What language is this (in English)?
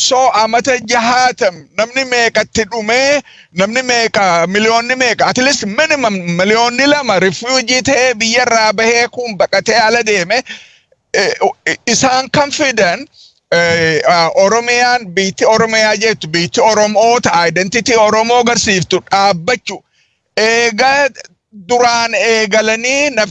Oromo